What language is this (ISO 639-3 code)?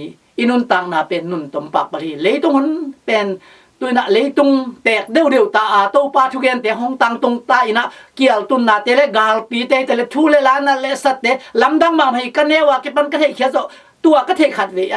ctd